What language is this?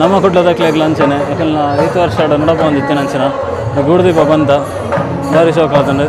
Tulu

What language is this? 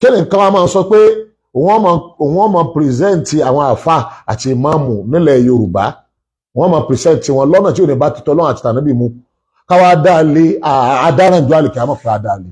Yoruba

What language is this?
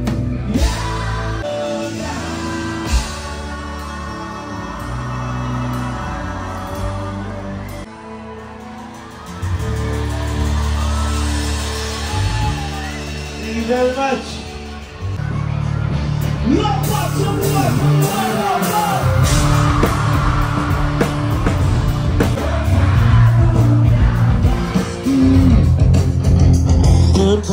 Indonesian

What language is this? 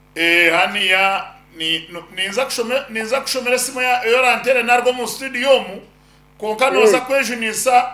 Nyankole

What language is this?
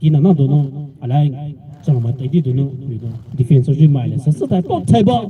Poumei Naga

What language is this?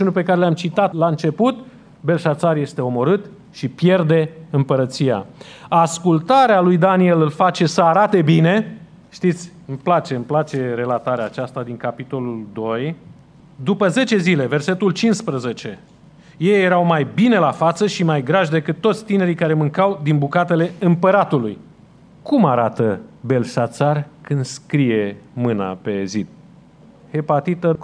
Romanian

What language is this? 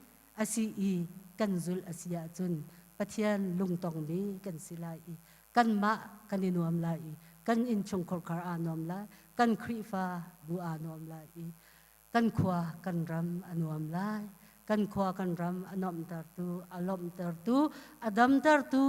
Hakha Chin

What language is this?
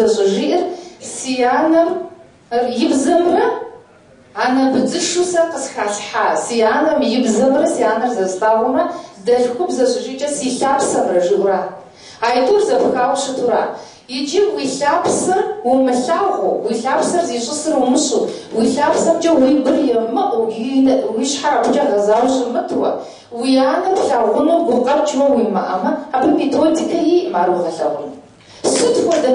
Kabardian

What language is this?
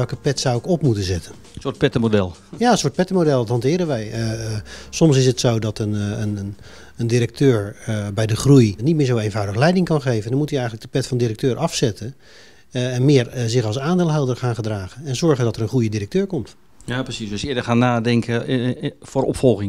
Dutch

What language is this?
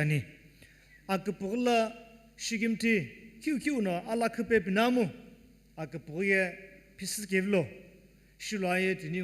Sumi Naga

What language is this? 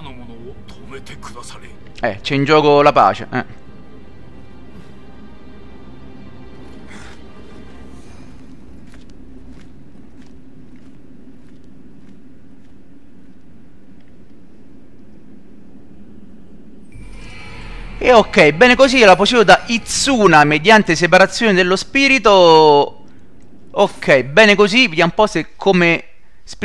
Italian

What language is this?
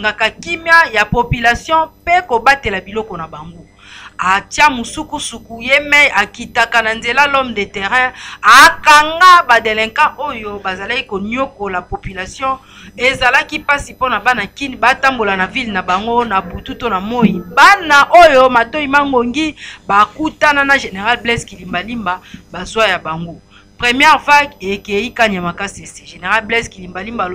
Lingala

